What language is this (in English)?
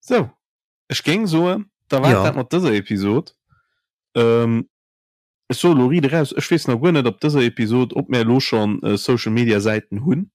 Luxembourgish